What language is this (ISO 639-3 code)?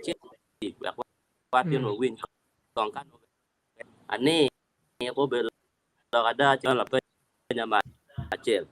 ach